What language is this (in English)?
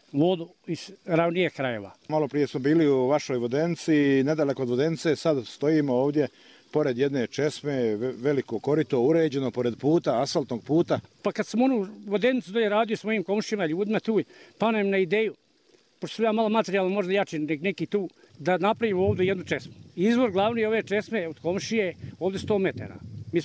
Bosnian